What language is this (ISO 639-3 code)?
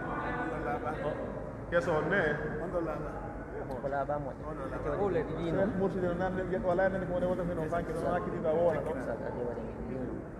fuf